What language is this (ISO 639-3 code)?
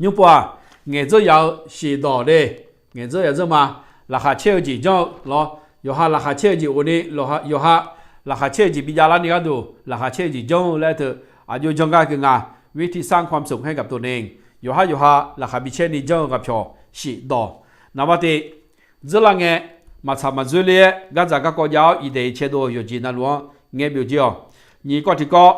ahk